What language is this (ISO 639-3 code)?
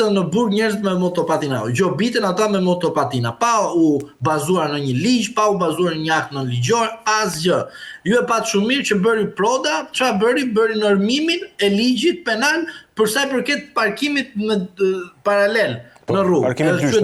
sqi